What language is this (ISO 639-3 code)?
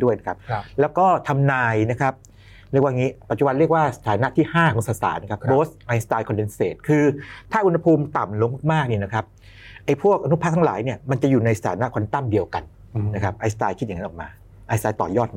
tha